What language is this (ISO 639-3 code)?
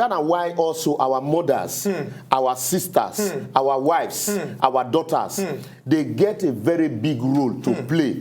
pcm